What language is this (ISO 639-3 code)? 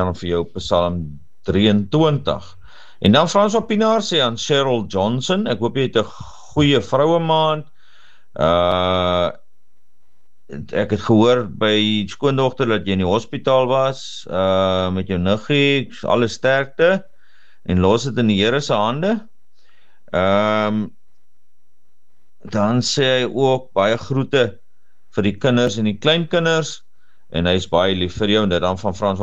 afr